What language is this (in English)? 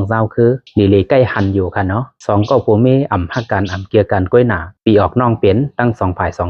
Shan